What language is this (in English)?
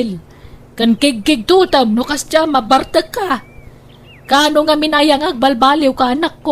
Iloko